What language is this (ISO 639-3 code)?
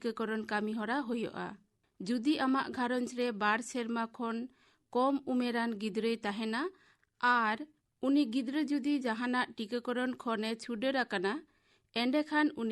sat